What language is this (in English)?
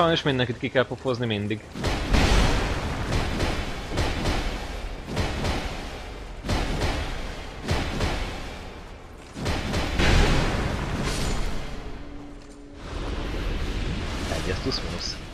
Hungarian